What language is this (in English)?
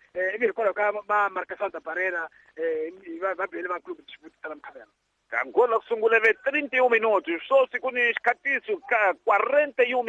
Tsonga